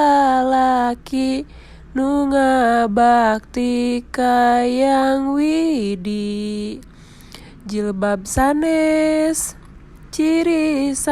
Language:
Sundanese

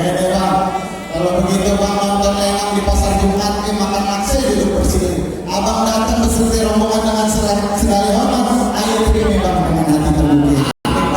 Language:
Betawi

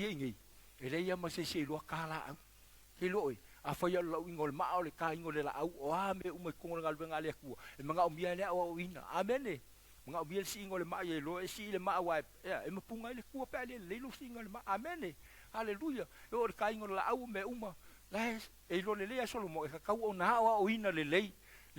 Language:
Samoan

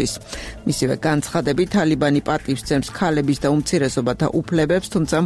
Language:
Georgian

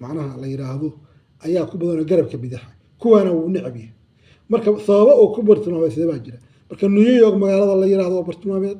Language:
Somali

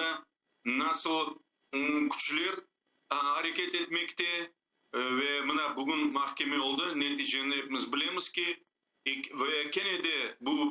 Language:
Crimean Tatar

